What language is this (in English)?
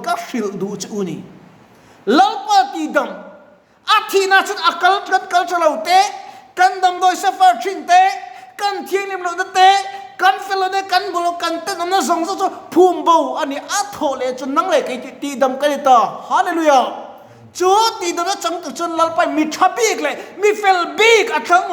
Mizo